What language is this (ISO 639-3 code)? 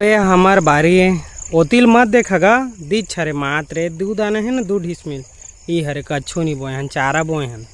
hne